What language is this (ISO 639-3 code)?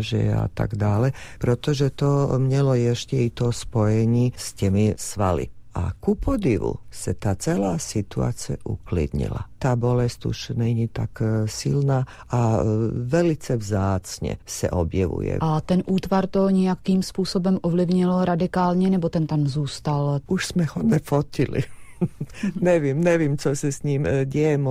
ces